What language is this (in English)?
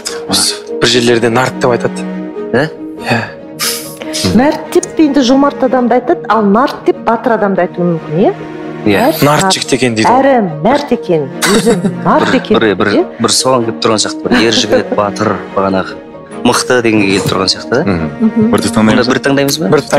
Kazakh